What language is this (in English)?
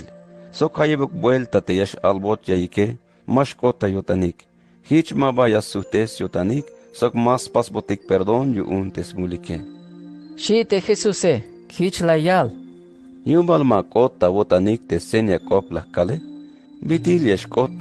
Tzeltal